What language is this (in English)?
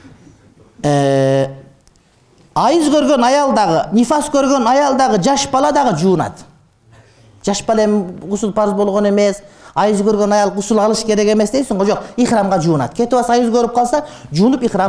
Kyrgyz